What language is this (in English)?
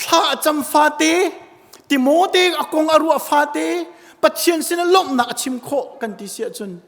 Hakha Chin